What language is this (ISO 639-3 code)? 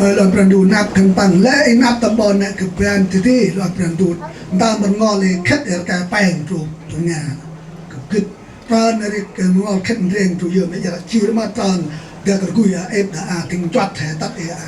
cmo